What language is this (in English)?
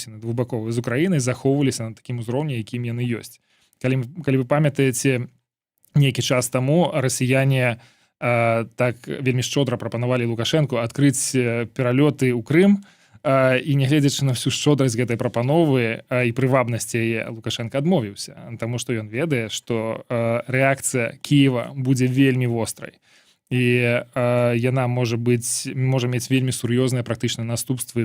Belarusian